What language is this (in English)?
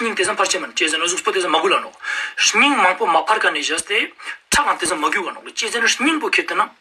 Ladakhi